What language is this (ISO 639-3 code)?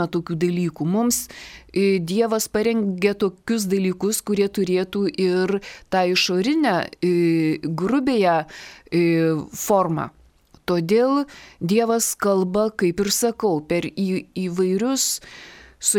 lit